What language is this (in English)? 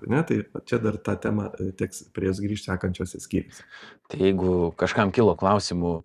Lithuanian